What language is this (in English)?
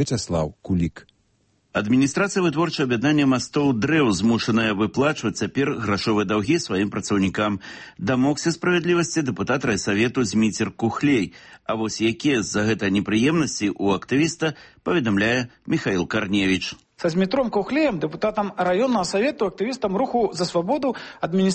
Belarusian